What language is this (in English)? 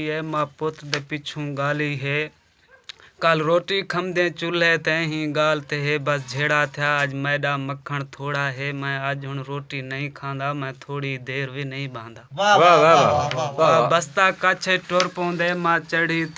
Saraiki